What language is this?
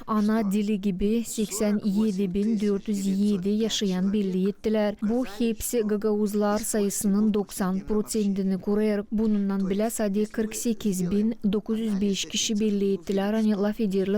Gagauz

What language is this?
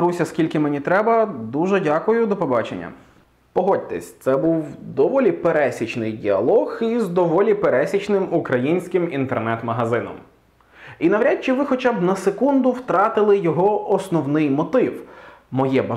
Ukrainian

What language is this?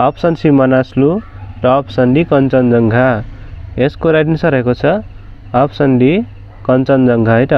Nepali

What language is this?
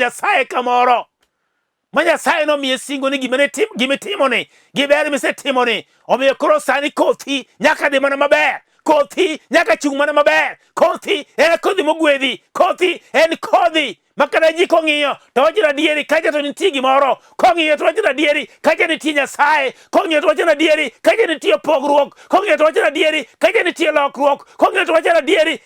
Luo (Kenya and Tanzania)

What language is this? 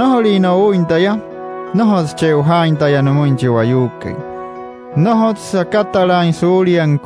Wayuu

